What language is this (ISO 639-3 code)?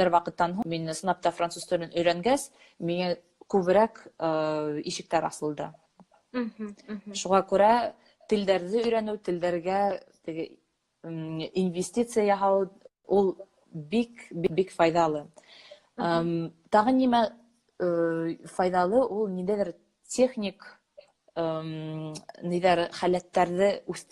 bak